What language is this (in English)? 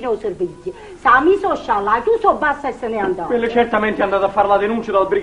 Neapolitan